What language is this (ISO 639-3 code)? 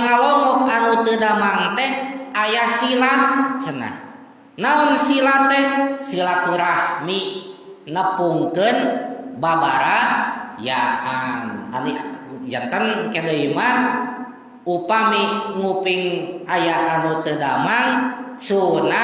sun